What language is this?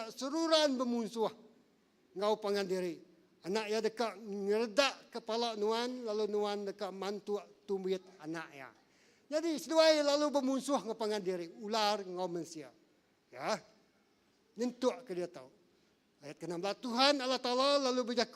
Iban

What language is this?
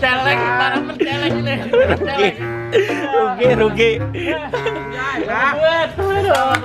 Betawi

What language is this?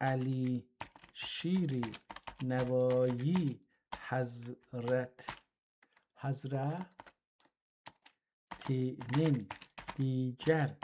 South Azerbaijani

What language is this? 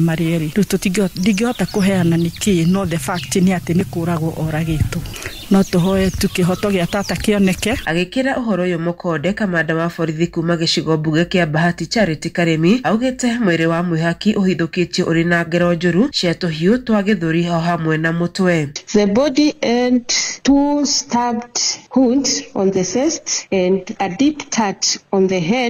Kikuyu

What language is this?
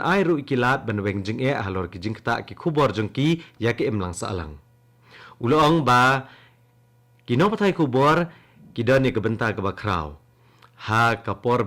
Khasi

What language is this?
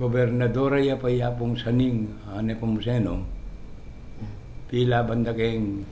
Pampanga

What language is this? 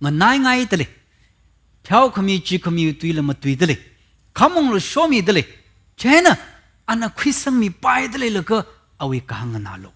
Tangkhul Naga (India)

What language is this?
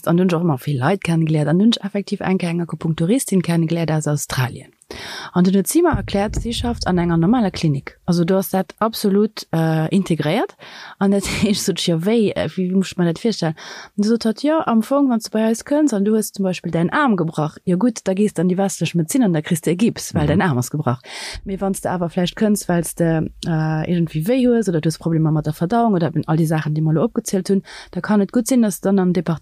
Luxembourgish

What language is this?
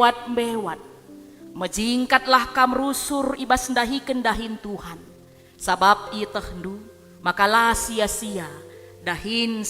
Batak Karo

